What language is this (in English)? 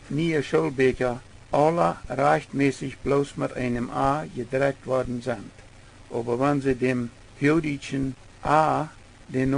Plautdietsch